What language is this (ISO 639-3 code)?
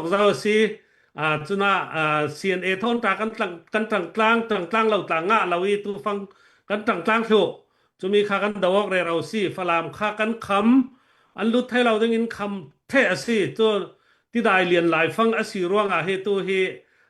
cfm